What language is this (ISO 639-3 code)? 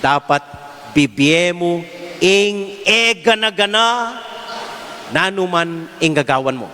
pam